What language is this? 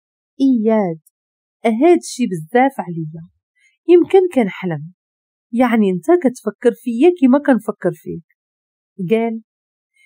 Moroccan Arabic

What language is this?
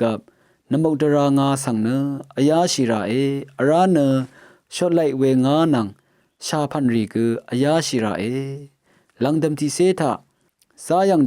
Rawang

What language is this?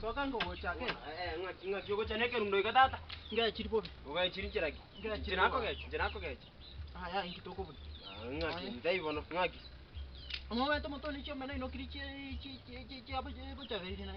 Gusii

